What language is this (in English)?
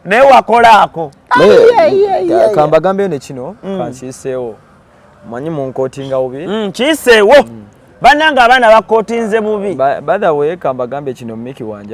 Ganda